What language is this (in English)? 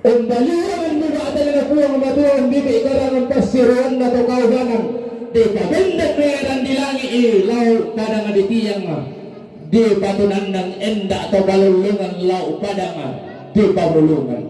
Toraja-Sa'dan